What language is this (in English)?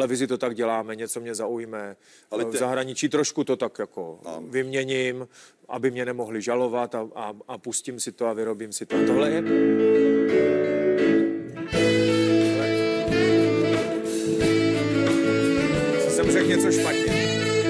Czech